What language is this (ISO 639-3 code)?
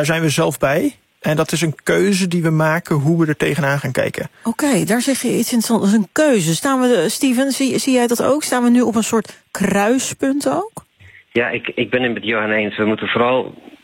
nld